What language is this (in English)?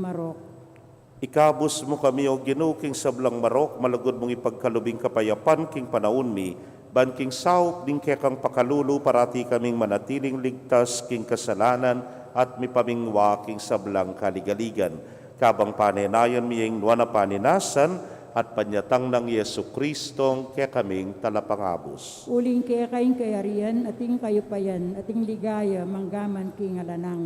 Pampanga